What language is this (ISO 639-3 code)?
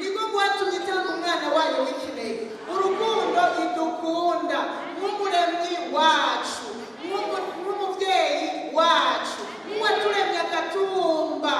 run